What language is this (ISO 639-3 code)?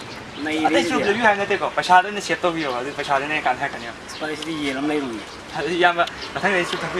mni